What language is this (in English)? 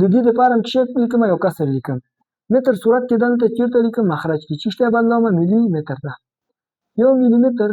Pashto